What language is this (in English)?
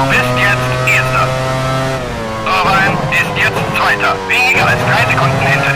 Bavarian